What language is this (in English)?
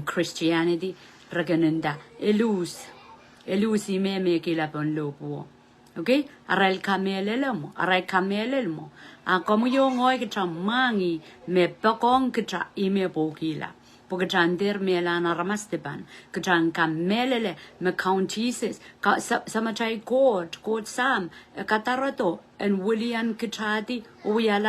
Pohnpeian